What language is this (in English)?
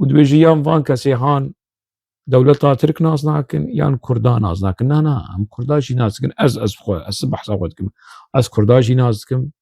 Kurdish